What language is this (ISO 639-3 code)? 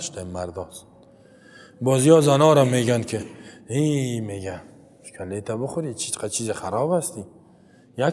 fas